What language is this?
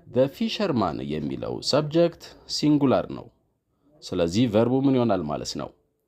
Amharic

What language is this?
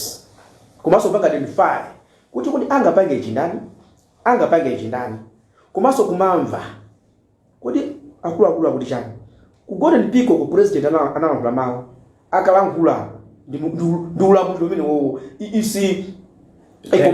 Nyanja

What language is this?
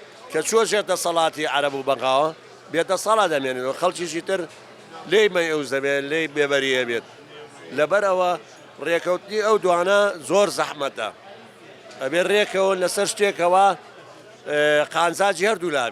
Central Kurdish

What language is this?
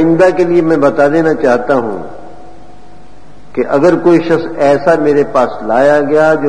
Urdu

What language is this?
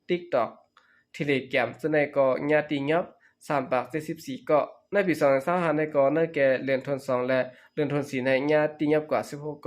Shan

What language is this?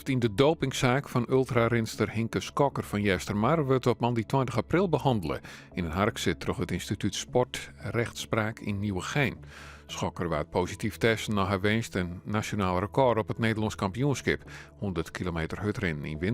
Western Frisian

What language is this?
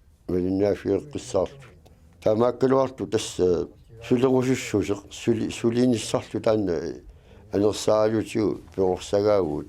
Kalaallisut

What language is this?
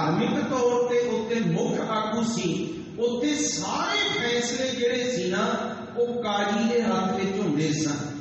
Punjabi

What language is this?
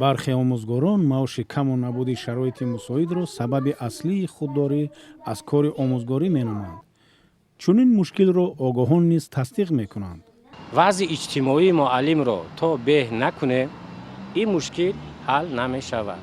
Tajik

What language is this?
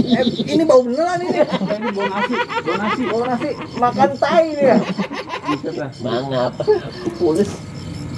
Betawi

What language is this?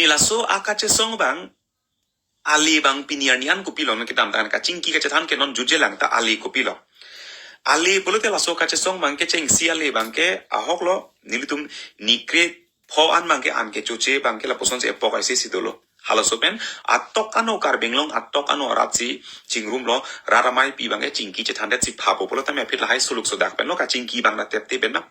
Karbi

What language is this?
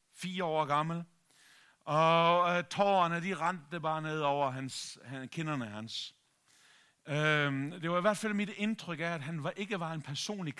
Danish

